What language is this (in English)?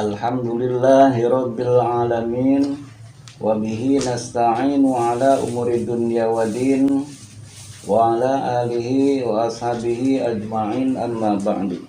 Sundanese